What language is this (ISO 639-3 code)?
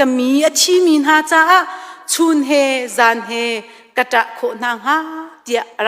cnh